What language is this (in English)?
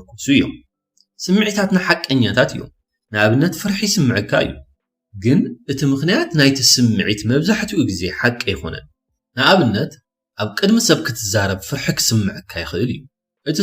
Tigrinya